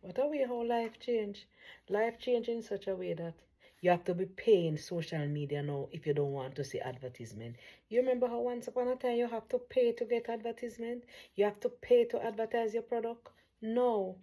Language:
Jamaican Creole English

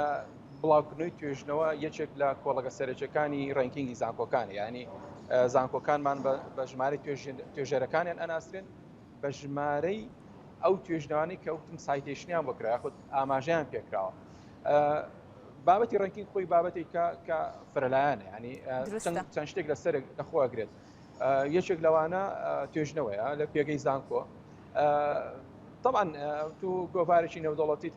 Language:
Central Kurdish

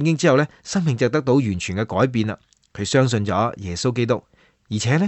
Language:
Cantonese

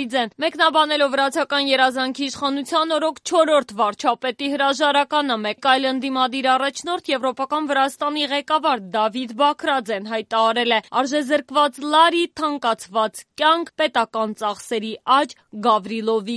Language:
Armenian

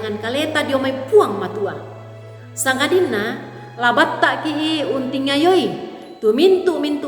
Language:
Toraja-Sa'dan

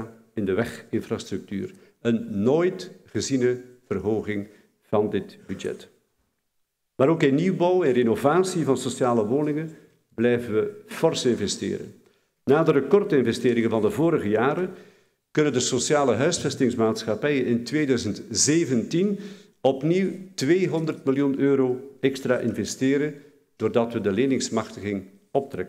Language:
Dutch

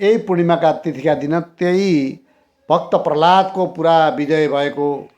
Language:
Nepali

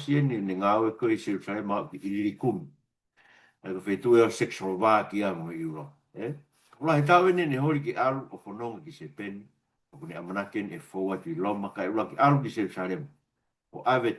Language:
Tongan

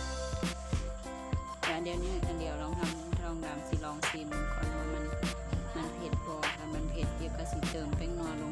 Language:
Lao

